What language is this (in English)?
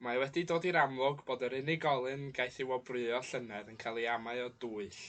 Welsh